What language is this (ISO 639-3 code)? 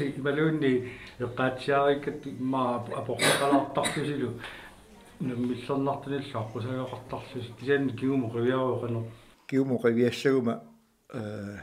kal